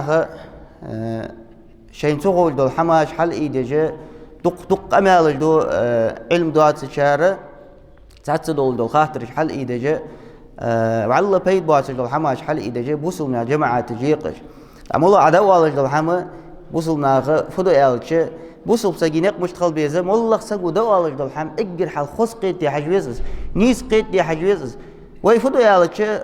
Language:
Ingush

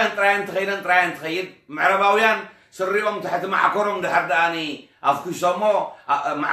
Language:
Tigrinya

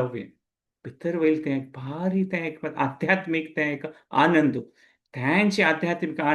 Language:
Konkani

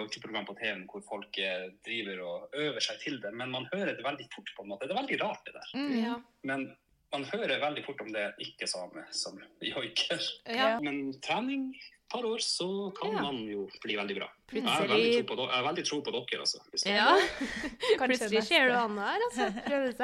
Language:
Norwegian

